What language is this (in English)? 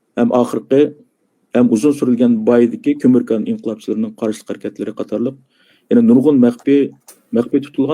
Uyghur